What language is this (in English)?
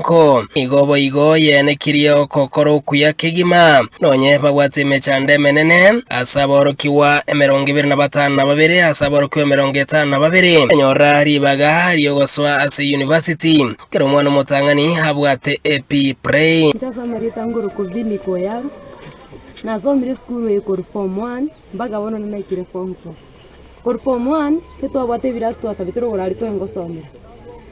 Gusii